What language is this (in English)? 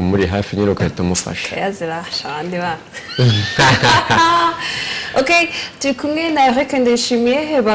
Kinyarwanda